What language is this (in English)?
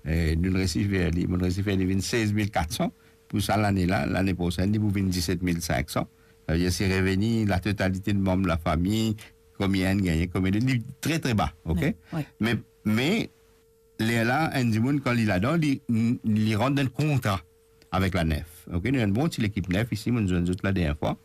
Morisyen